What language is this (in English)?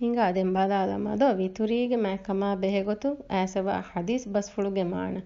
Divehi